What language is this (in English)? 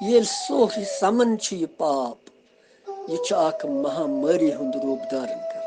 Kashmiri